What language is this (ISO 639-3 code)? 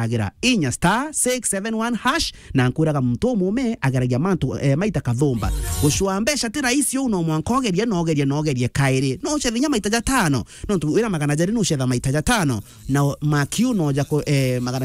mer